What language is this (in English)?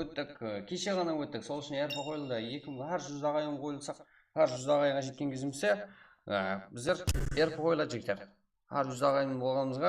Kara-Kalpak